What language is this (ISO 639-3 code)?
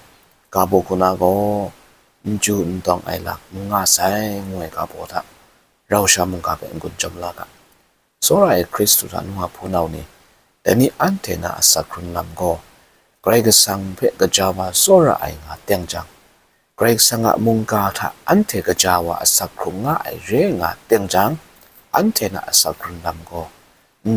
kac